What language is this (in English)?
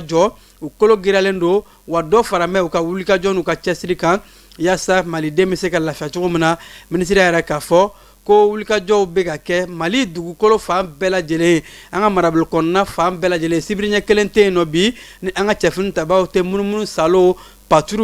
Bambara